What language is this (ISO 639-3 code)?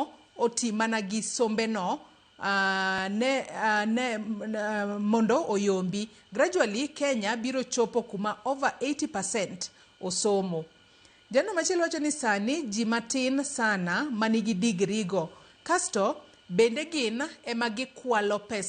luo